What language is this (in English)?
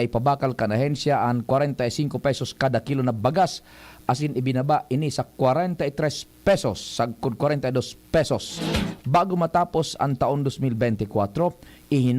Bikol